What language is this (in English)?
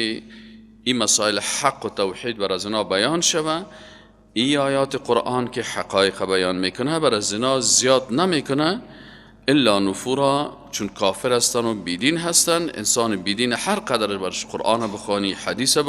Persian